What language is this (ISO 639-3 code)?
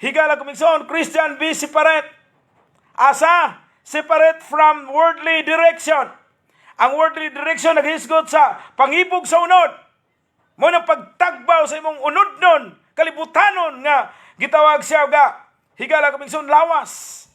ceb